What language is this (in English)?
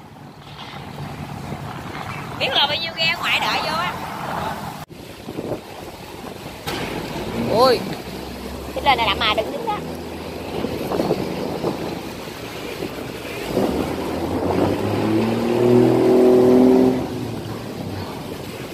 Vietnamese